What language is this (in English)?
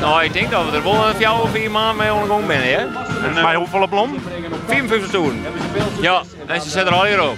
Western Frisian